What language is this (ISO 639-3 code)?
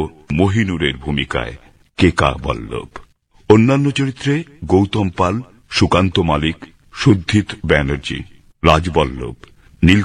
ben